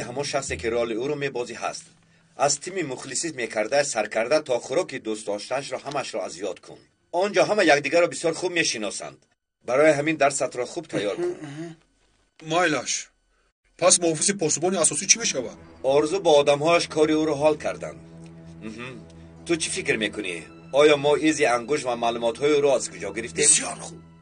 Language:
Tajik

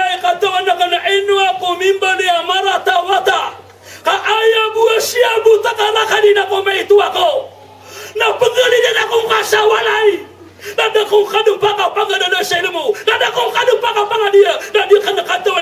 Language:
Maranao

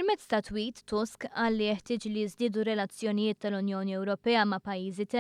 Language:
Maltese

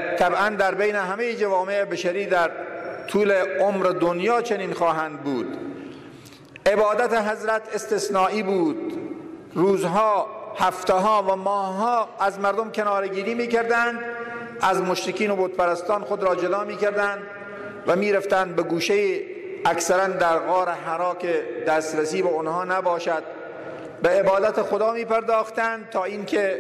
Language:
Persian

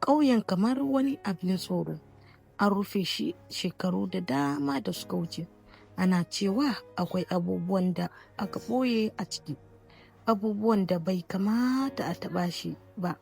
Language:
Hausa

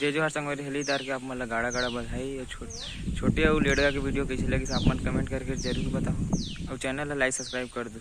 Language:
Chhattisgarhi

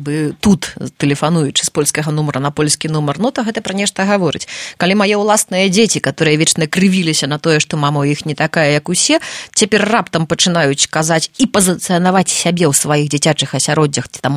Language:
Belarusian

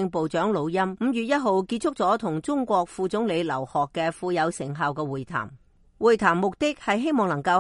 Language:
Cantonese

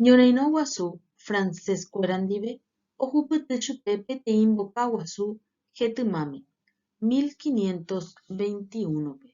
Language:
Guarani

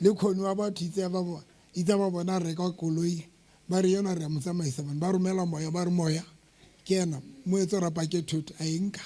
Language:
Southern Sotho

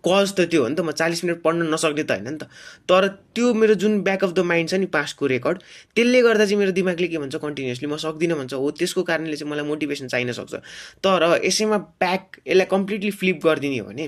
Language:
Nepali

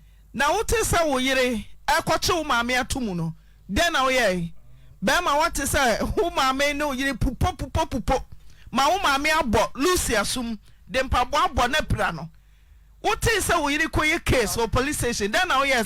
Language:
Akan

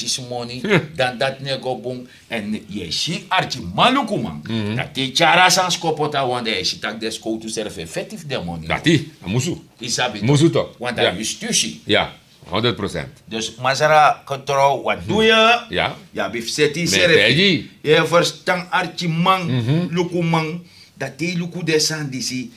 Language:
Sranan Tongo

